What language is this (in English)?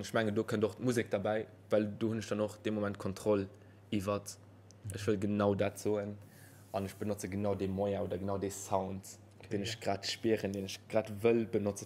Luxembourgish